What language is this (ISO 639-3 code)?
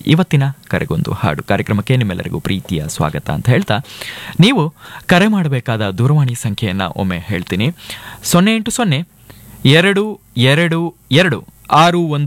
kan